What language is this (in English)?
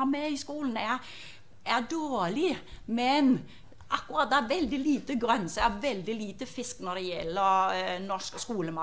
Norwegian